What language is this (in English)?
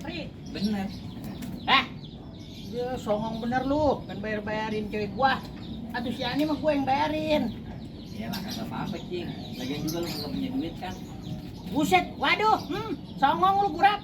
Betawi